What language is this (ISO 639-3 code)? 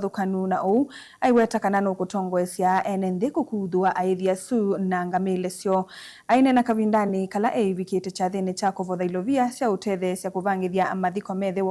kam